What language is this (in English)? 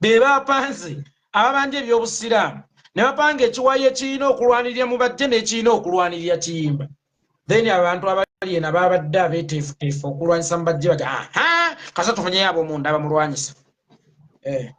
Ganda